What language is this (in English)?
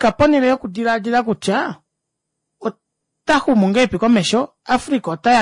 Kuanyama